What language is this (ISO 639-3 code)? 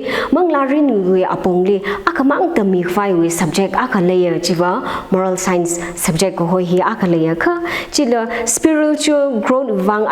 nmf